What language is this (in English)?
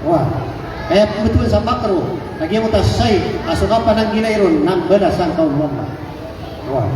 Maranao